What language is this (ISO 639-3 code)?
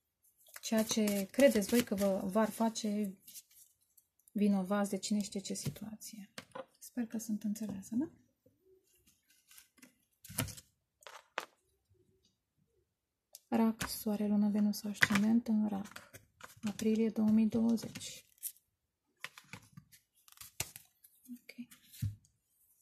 ron